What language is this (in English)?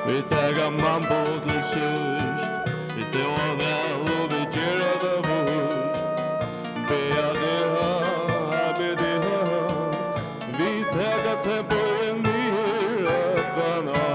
Faroese